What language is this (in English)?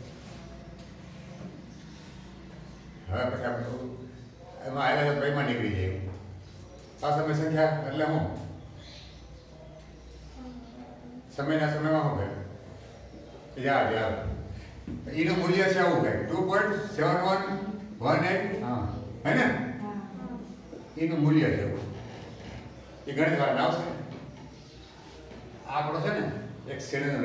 Gujarati